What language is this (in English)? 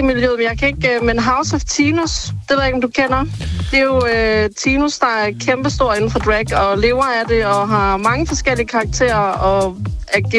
Danish